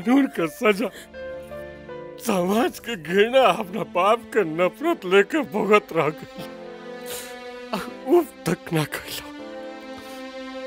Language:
Bhojpuri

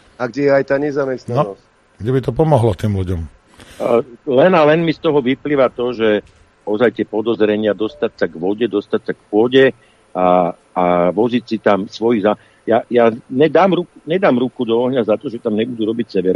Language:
Slovak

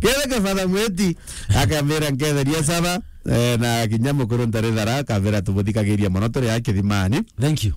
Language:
Meru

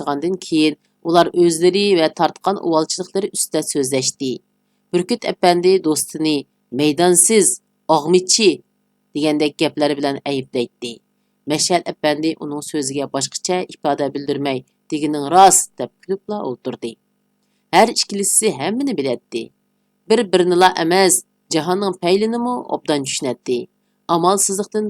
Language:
Uyghur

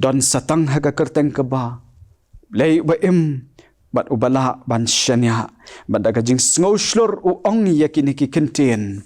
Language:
Khasi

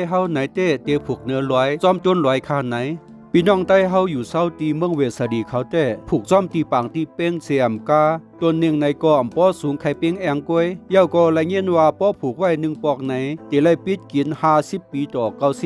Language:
Shan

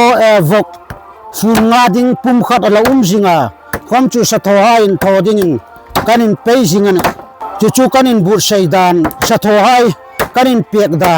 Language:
Hmar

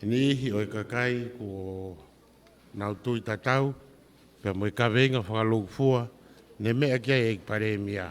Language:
Tongan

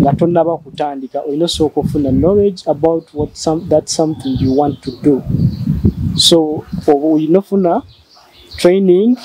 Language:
Ganda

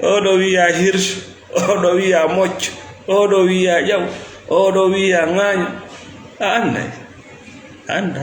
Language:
Fula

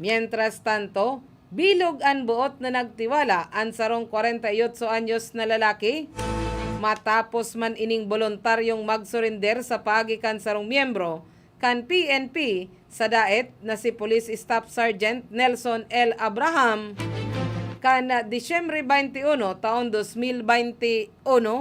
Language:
Bikol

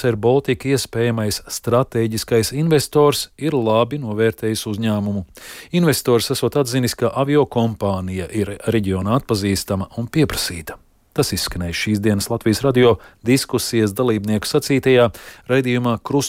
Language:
Latvian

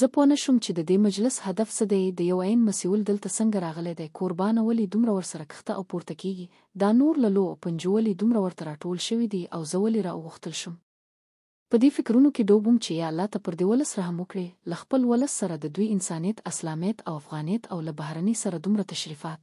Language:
Pashto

